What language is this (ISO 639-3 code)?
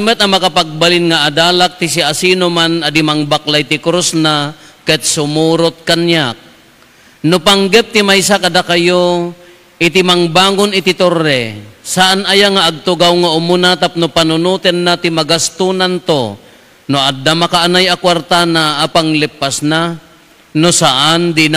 ilo